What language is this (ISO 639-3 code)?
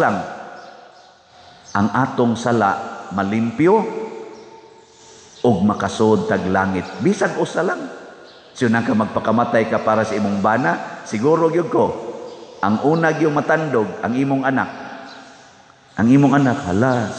ceb